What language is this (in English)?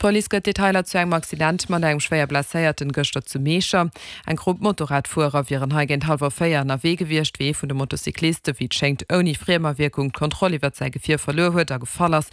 Luxembourgish